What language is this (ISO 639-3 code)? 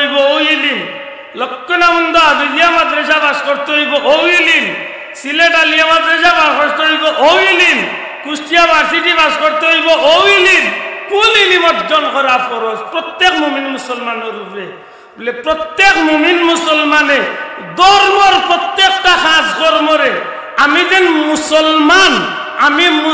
syl